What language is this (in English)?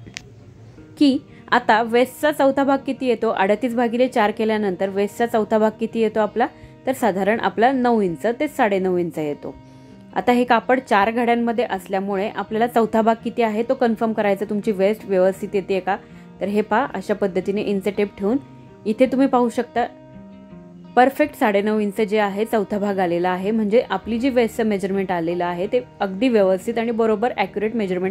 Marathi